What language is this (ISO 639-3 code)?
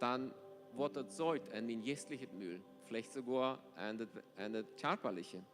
pdt